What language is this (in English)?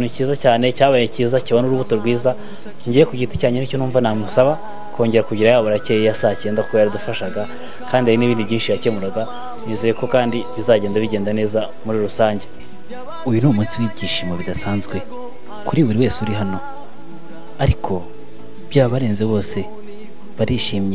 Kinyarwanda